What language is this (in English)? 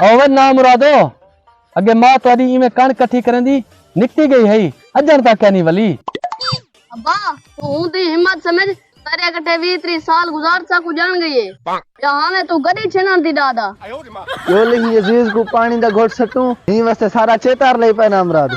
Saraiki